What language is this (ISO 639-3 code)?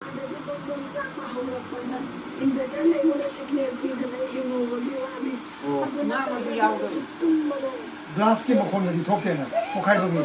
mni